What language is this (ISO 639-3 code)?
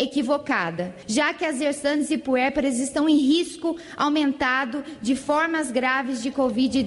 por